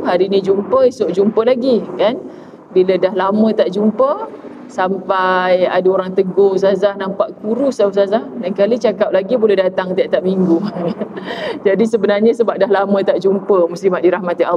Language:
Malay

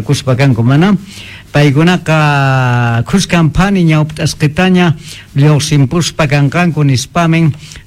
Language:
South Bolivian Quechua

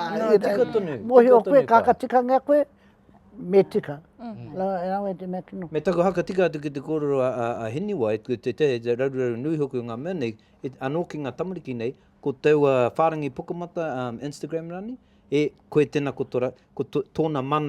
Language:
Māori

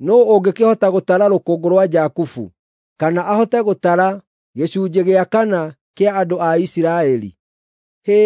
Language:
Kikuyu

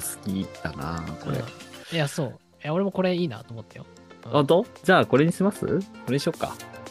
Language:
Japanese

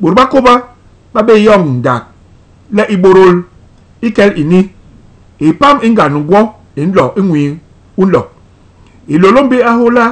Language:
Basaa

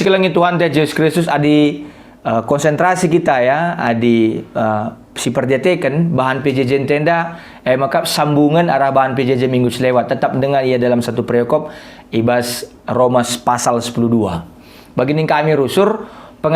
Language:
Batak Karo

